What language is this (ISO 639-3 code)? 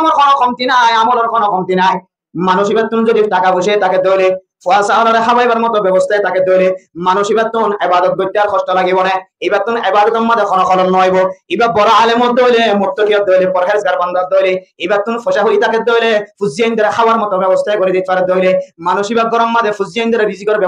rhg